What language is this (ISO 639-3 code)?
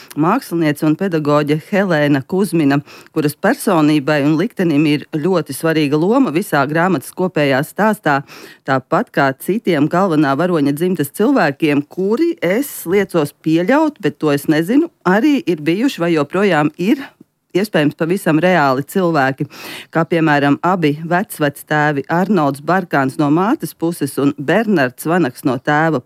lav